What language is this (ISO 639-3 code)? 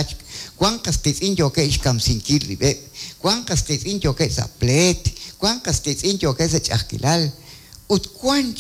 kek